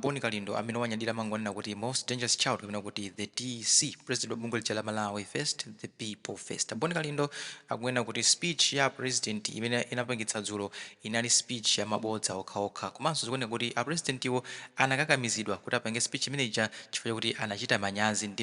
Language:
Nyanja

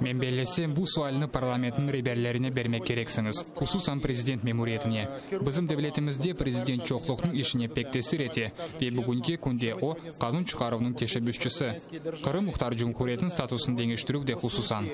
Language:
Crimean Tatar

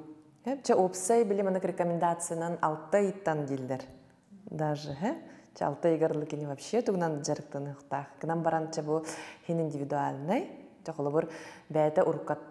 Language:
Yakut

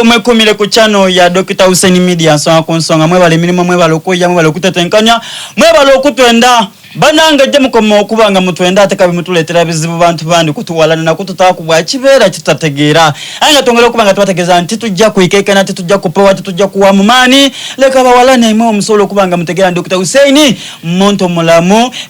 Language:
Soga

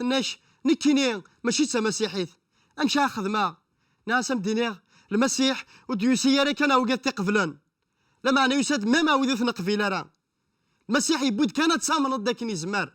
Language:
Kabyle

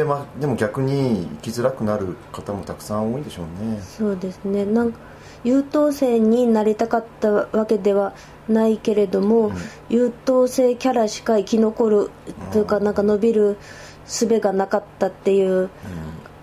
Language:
Japanese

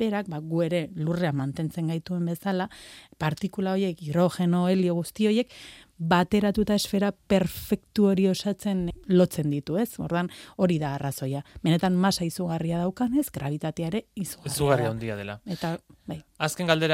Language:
Basque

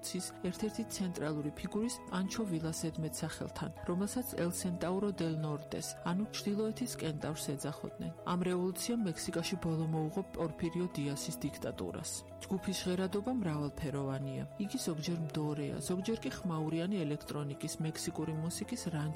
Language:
Georgian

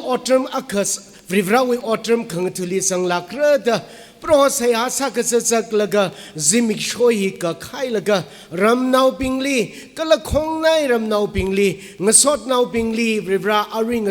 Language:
Tangkhul Naga (India)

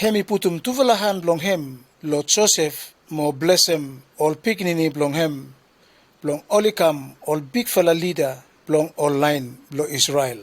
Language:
Bislama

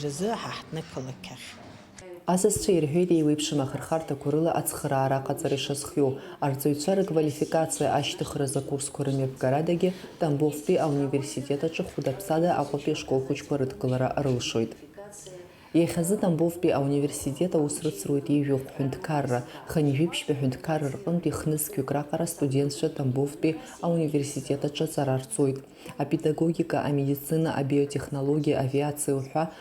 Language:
Abkhazian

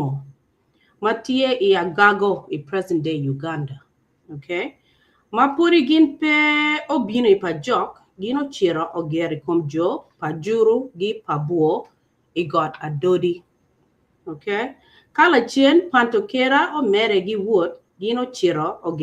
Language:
Acoli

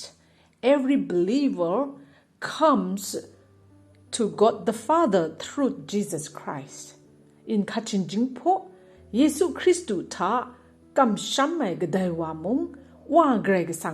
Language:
Kachin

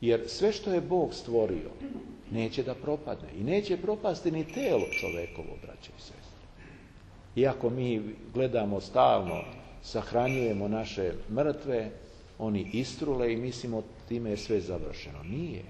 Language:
Serbian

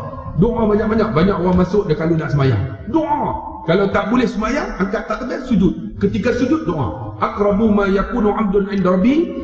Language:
Malay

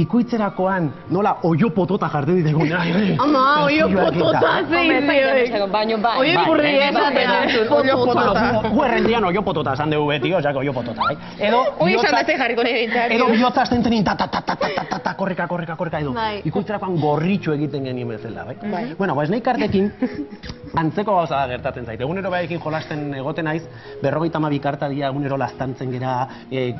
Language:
Basque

